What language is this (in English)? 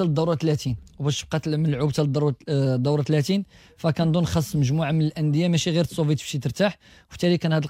Moroccan Arabic